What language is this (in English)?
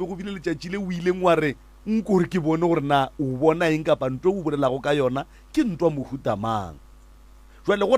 Northern Sotho